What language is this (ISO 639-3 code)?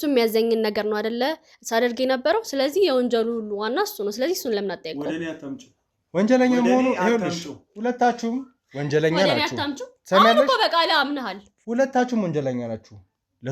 amh